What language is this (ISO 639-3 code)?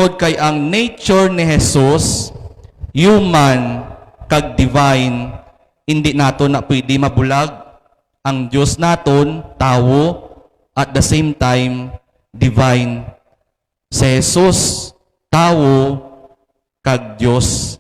hil